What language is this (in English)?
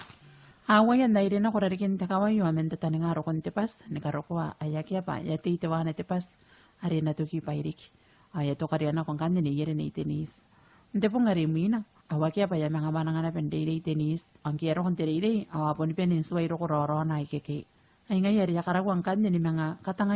Gilbertese